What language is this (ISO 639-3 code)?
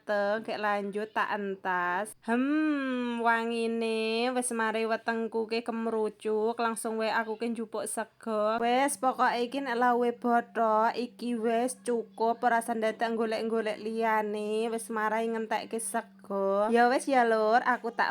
jav